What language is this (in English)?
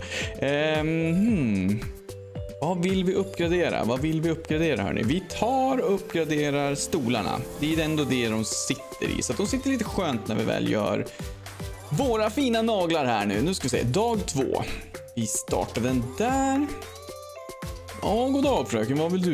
Swedish